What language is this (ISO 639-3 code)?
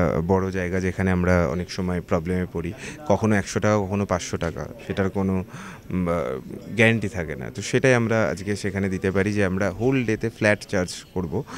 ben